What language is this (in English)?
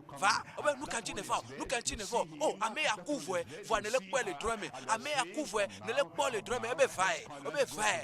Ewe